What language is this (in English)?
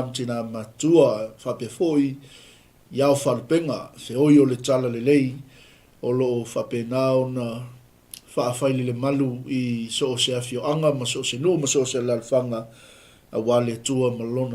Samoan